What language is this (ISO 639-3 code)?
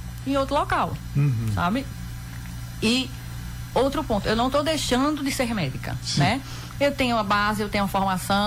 por